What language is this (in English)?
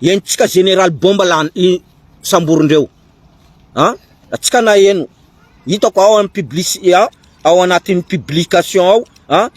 Malagasy